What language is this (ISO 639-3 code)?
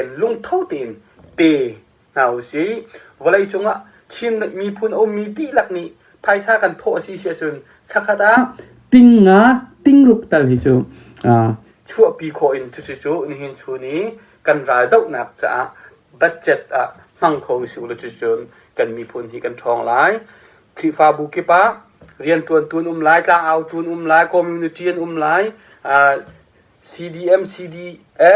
cnh